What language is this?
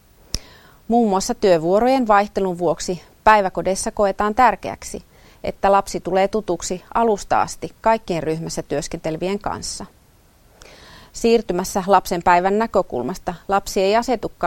Finnish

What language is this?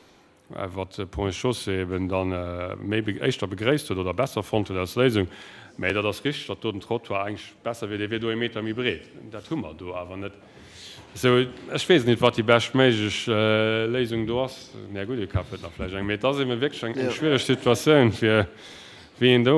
Luxembourgish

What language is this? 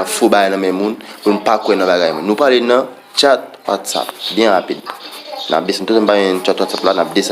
Haitian Creole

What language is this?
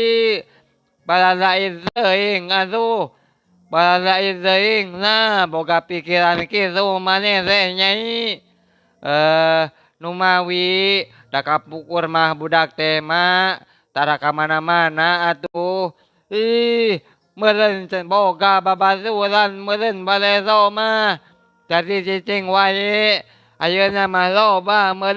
Sundanese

